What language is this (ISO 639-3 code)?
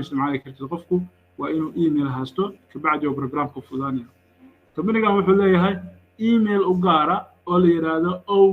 som